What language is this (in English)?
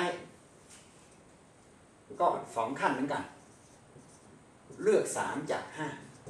Thai